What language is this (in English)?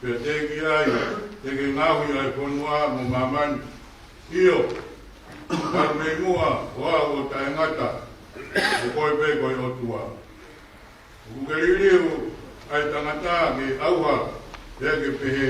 Tongan